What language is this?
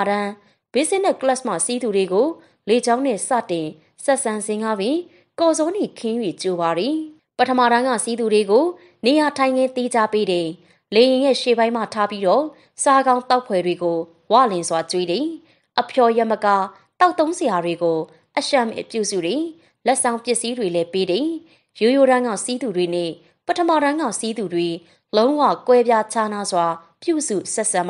Burmese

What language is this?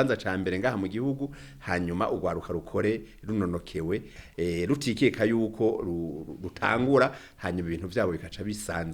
Rundi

